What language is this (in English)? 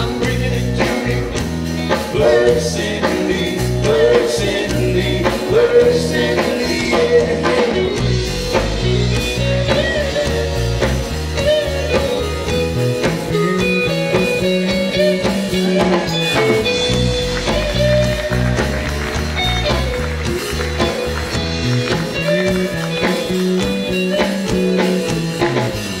English